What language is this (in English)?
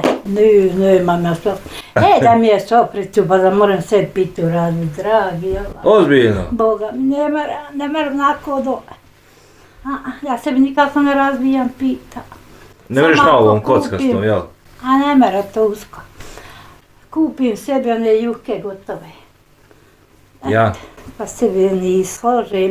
Bosnian